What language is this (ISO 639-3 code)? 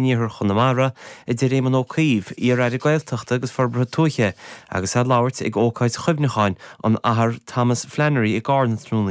gle